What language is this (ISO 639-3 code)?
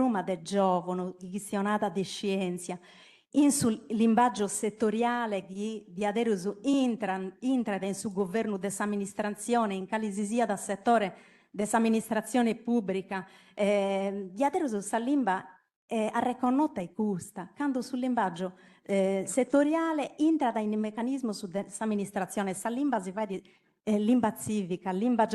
srd